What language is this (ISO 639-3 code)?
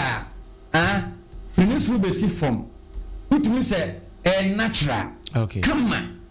aka